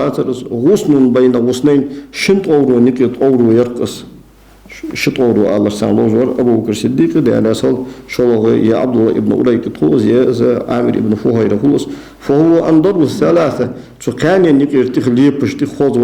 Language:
Ingush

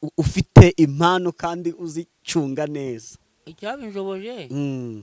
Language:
Kinyarwanda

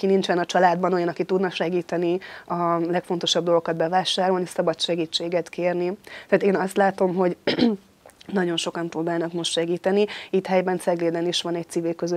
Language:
Hungarian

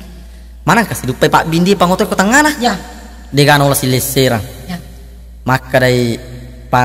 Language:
Buginese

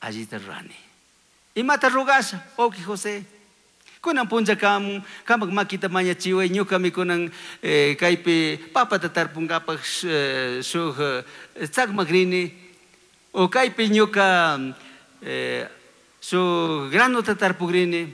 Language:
Chimborazo Highland Quichua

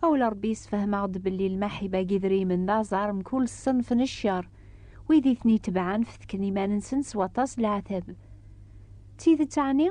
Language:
Kabyle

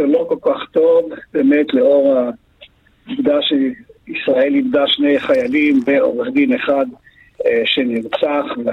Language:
Hebrew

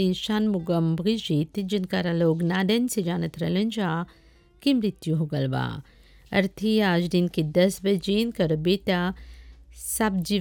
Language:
Bhojpuri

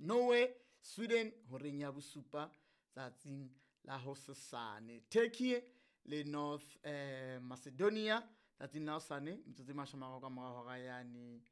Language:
Southern Sotho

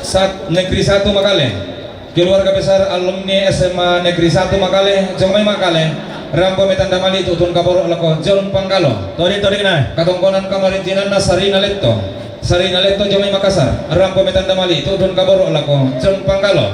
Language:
Toraja-Sa'dan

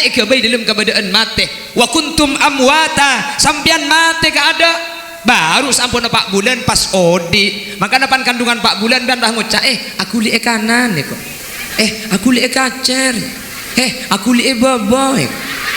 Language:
Madurese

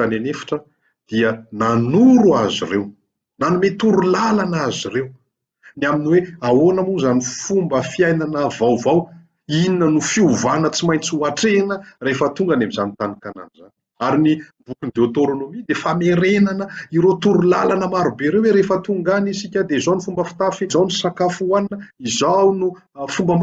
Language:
Malagasy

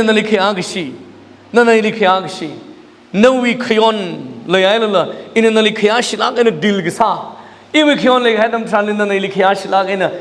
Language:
Tangkhul Naga (India)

